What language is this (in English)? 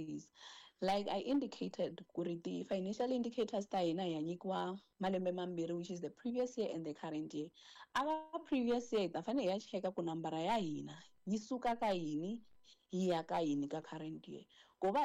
Tsonga